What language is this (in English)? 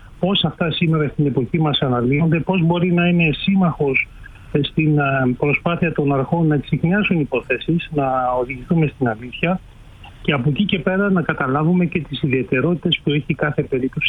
Greek